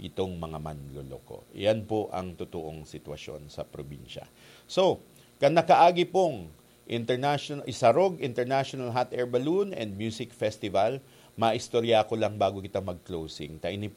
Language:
Bikol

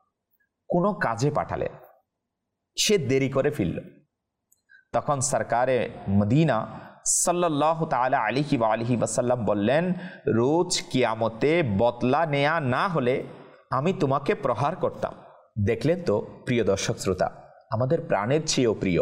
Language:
Bangla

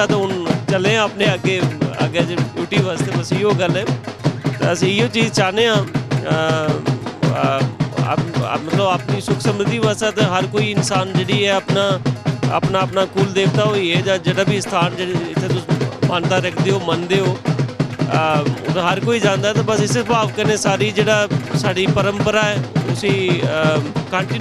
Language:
Dogri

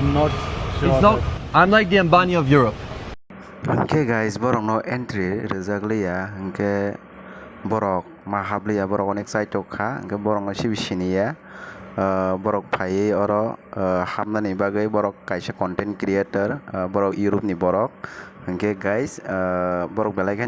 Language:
Kok Borok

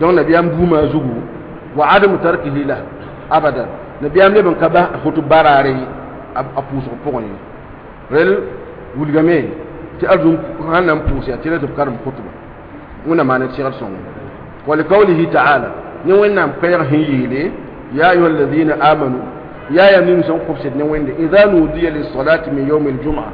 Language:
Mossi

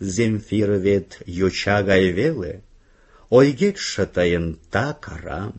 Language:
Mari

